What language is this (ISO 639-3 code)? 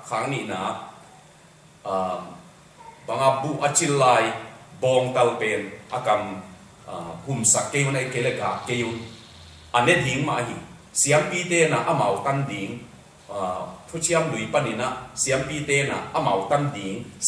ctd